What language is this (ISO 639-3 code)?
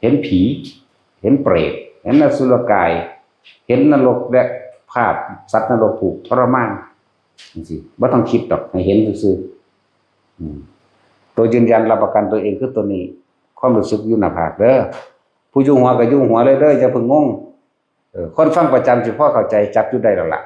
tts